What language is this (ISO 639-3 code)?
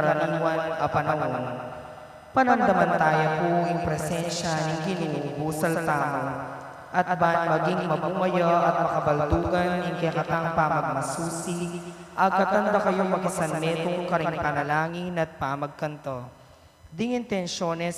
pam